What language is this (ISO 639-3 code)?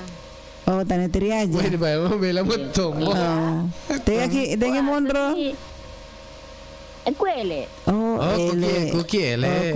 bug